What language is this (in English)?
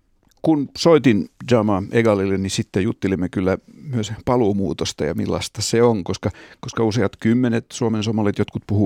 Finnish